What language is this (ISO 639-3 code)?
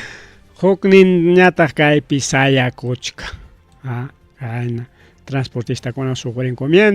quy